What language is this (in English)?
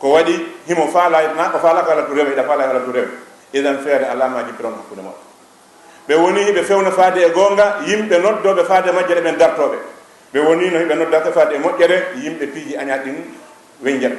Fula